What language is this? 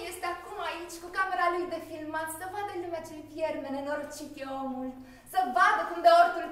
Romanian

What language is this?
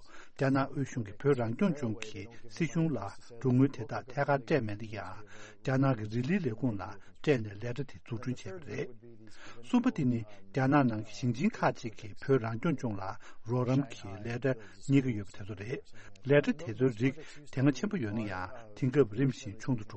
Tibetan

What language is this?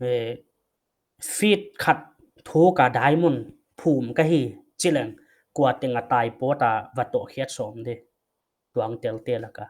Paite Chin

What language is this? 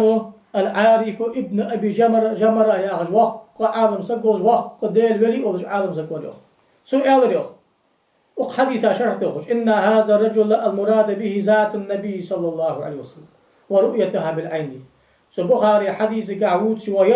Ingush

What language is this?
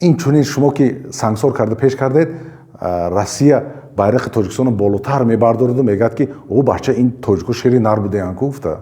Tajik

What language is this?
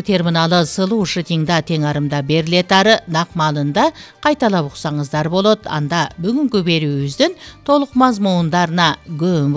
Kyrgyz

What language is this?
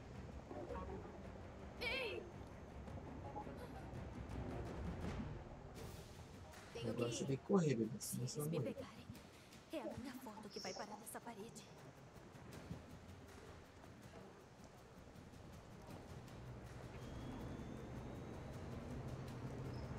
Portuguese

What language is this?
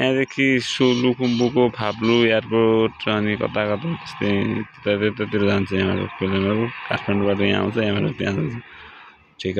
Nepali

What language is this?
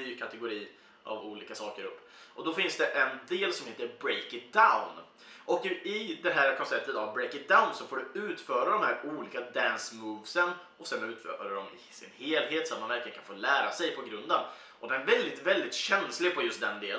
Swedish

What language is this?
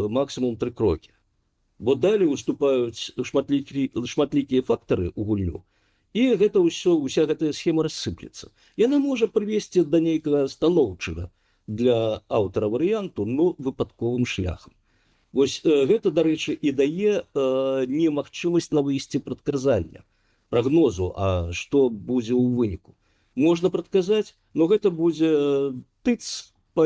Belarusian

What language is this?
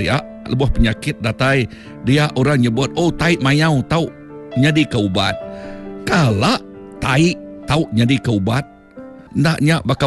Iban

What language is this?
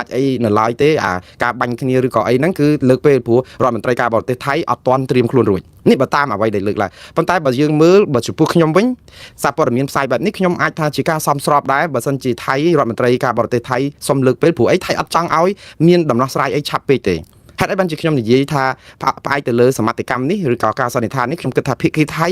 Khmer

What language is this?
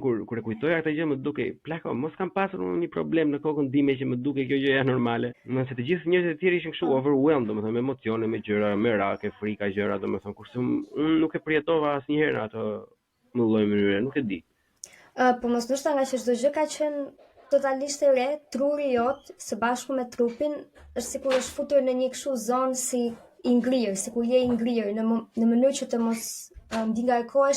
Albanian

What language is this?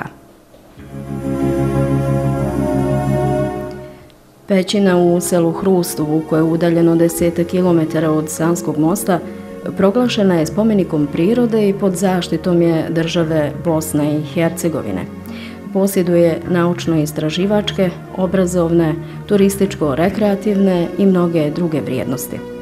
Bosnian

